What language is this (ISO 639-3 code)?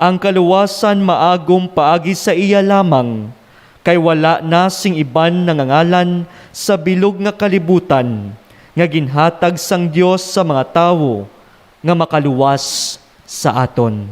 hil